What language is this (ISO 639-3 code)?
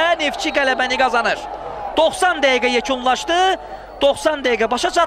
aze